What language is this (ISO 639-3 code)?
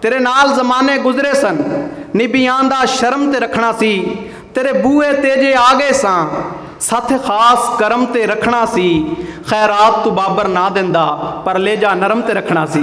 skr